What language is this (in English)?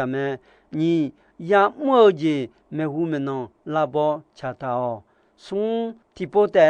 Akha